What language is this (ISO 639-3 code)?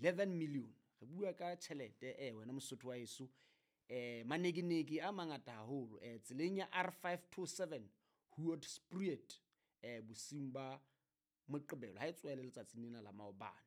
sot